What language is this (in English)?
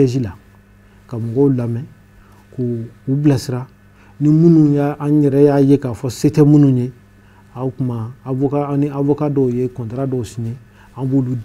Bambara